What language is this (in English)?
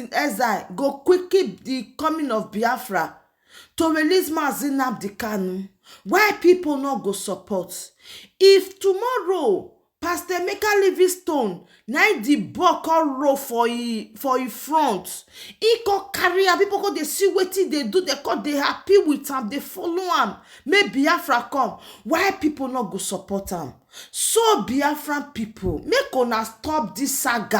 Nigerian Pidgin